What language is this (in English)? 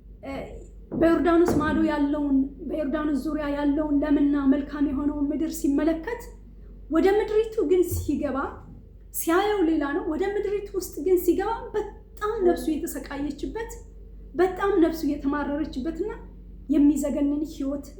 Amharic